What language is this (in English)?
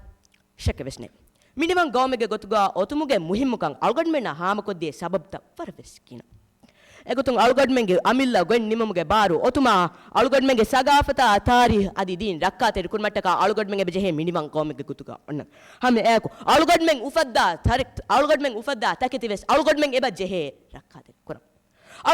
Divehi